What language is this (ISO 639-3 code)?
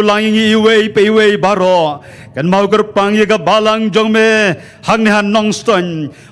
kha